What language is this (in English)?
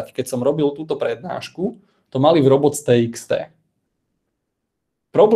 Slovak